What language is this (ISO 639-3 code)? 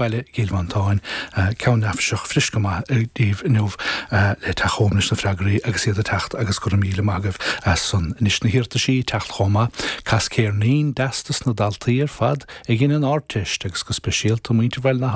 gle